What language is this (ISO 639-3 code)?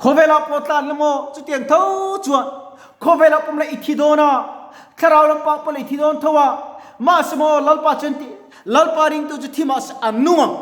lus